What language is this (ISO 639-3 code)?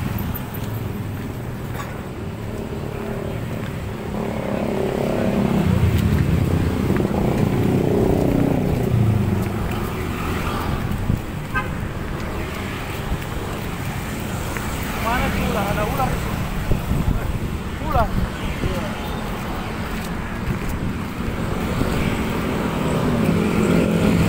ind